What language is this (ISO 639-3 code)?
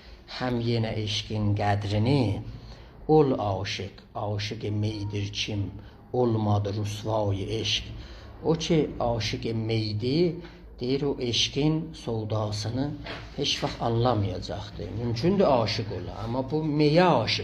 azb